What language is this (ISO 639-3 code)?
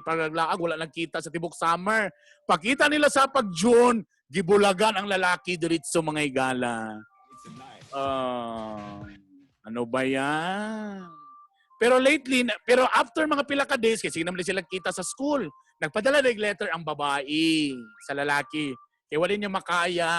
ceb